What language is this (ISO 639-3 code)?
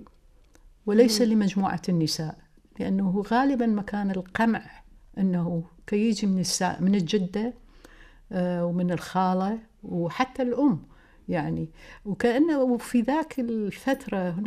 aeb